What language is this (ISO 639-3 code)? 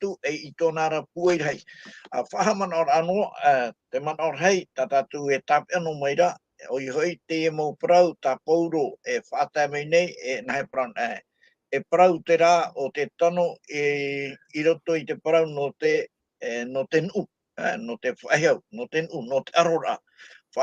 tah